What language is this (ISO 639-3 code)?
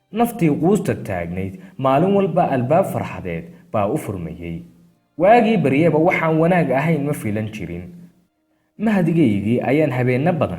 som